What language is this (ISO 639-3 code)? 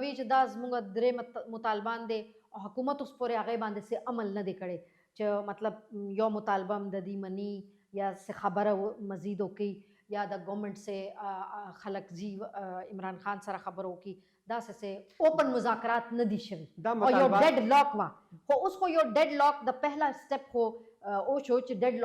pus